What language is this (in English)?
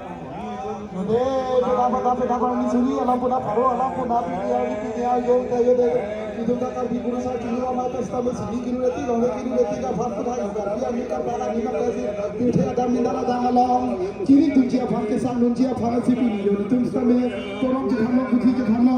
Karbi